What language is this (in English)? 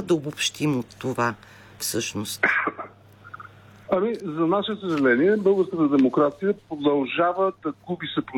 Bulgarian